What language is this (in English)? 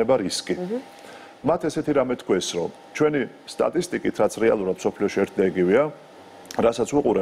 Georgian